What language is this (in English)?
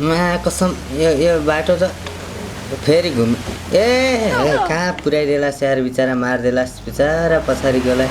Nepali